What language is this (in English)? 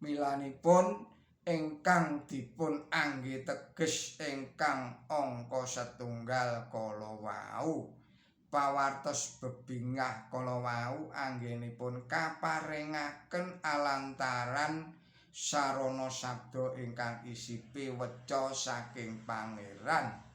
Javanese